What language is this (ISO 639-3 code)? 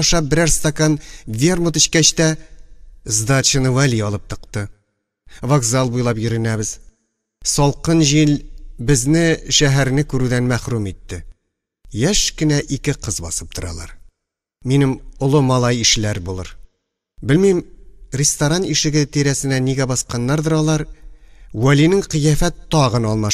tat